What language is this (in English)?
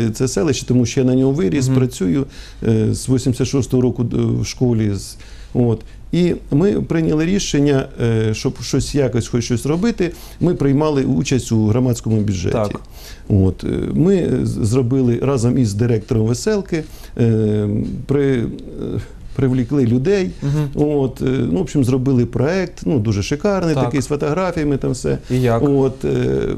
Ukrainian